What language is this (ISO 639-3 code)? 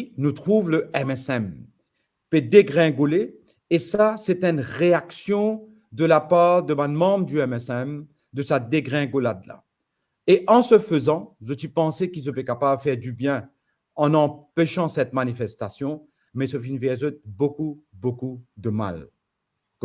mfe